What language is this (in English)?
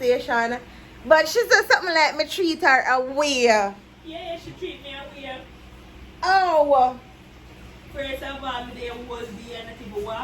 Jamaican Creole English